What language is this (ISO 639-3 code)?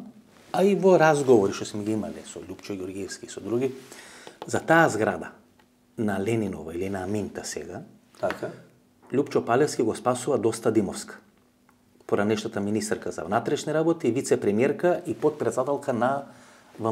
mkd